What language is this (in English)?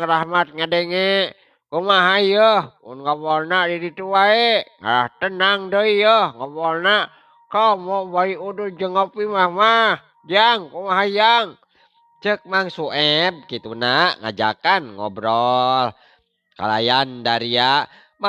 Sundanese